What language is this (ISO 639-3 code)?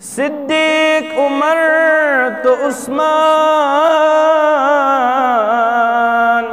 kas